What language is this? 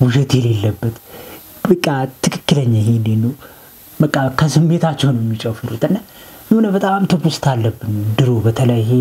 Amharic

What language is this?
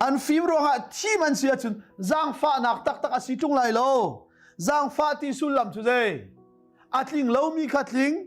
Hakha Chin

